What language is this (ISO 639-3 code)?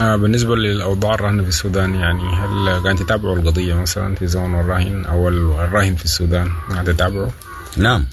apd